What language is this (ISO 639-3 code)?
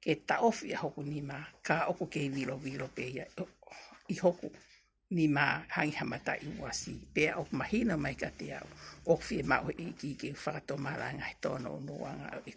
ton